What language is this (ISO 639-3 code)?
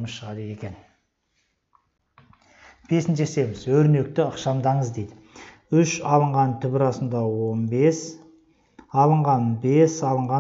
kaz